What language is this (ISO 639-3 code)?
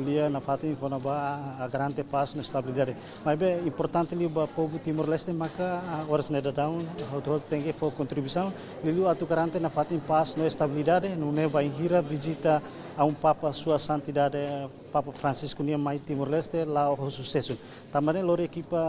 tet